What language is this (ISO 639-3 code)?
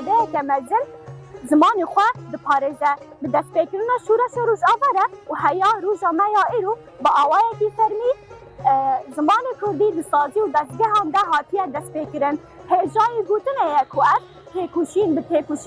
kur